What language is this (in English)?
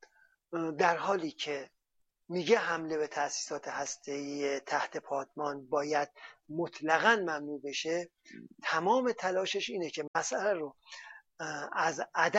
Persian